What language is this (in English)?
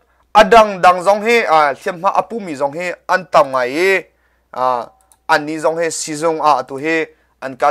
Hakha Chin